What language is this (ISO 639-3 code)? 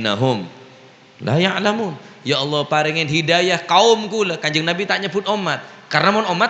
mad